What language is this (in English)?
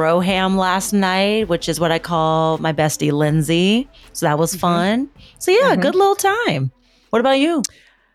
English